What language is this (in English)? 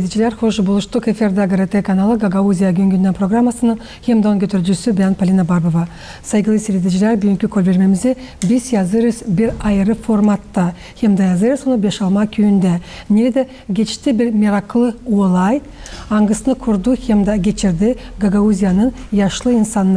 Gagauz